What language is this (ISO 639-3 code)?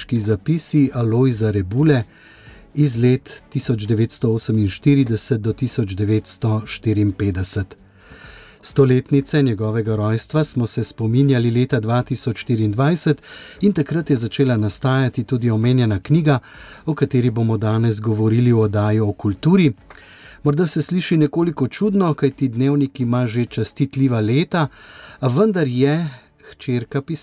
slv